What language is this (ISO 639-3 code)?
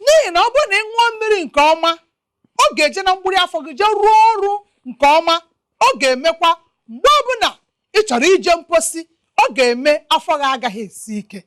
ibo